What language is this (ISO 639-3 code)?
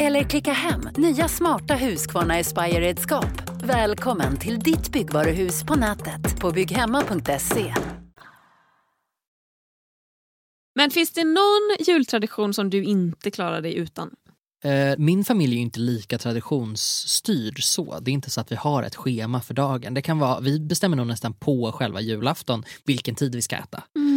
swe